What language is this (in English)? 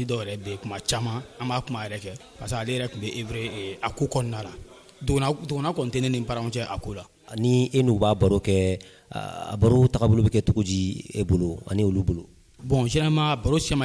Dyula